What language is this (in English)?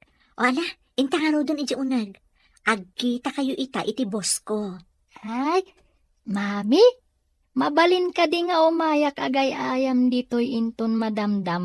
Iloko